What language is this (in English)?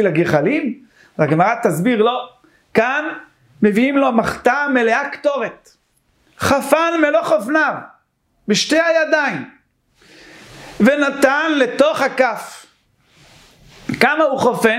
Hebrew